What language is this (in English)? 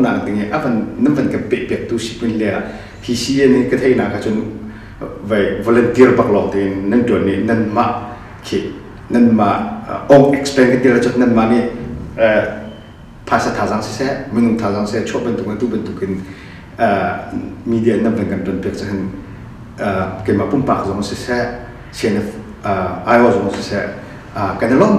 Hakha Chin